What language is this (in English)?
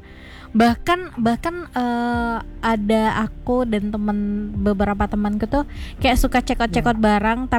Indonesian